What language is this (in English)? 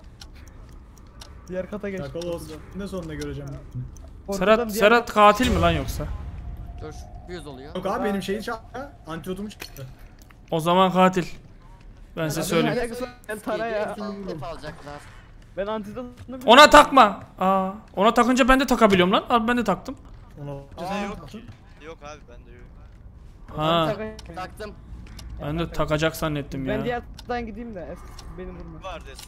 Turkish